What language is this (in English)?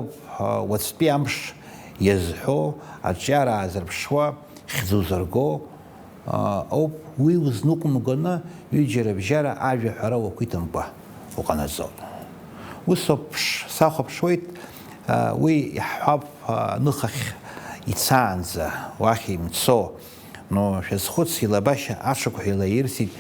Abkhazian